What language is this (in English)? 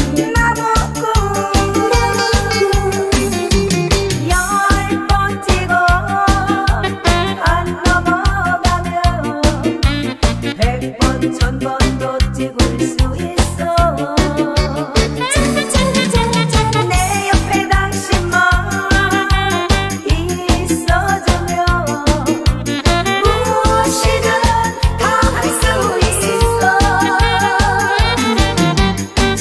Korean